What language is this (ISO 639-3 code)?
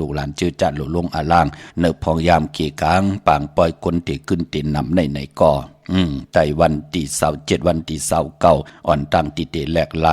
shn